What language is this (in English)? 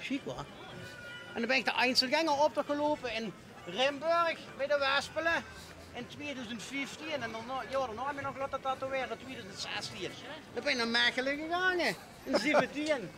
Limburgish